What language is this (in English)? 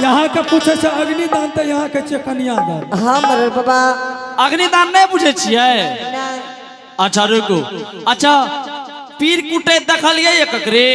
Angika